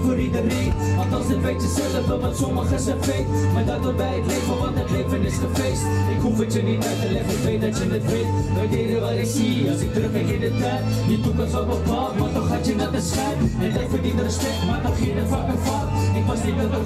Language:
Dutch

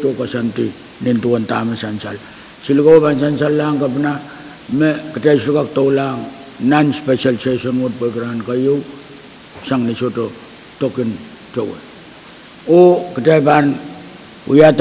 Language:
Pohnpeian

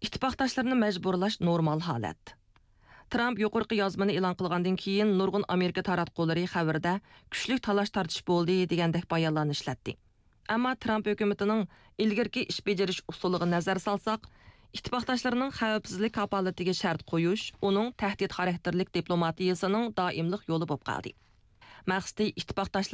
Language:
Uyghur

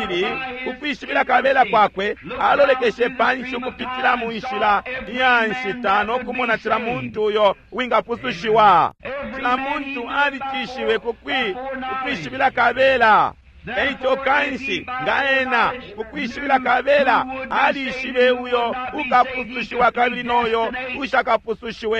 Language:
Bemba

